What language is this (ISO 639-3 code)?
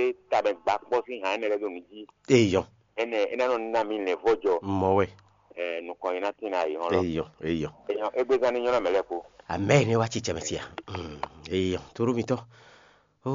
fon